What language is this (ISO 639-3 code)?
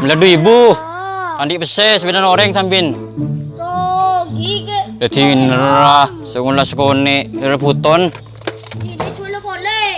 mad